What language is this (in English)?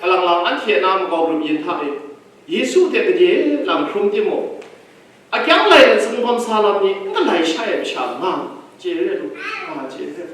Kachin